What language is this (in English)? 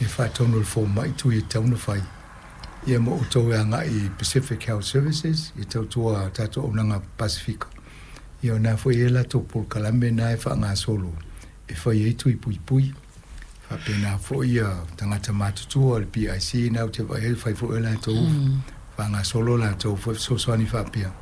Samoan